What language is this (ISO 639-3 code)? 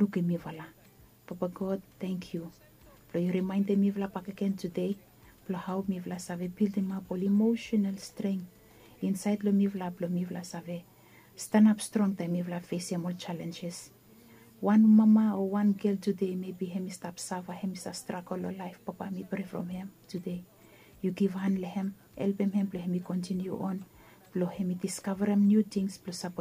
bis